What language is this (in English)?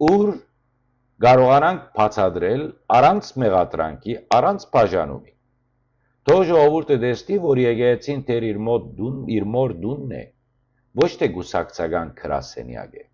Western Armenian